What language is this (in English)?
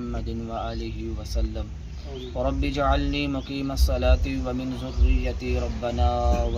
Pahari-Potwari